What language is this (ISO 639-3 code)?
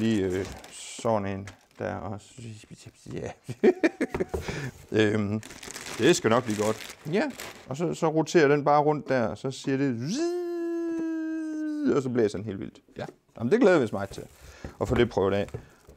dan